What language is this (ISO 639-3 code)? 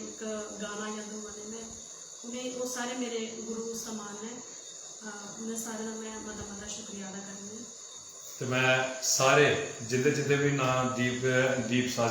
doi